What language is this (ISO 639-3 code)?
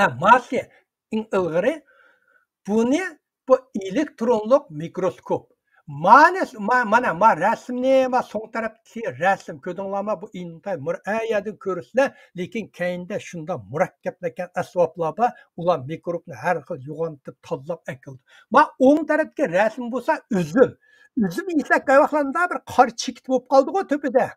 uig